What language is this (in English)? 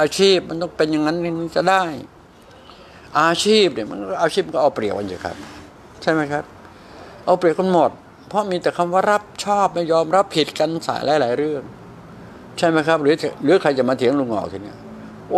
Thai